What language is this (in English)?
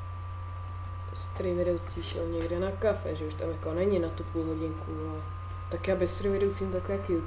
Czech